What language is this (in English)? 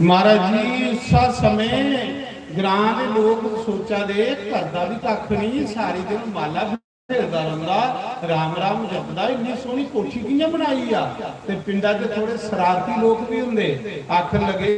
Dogri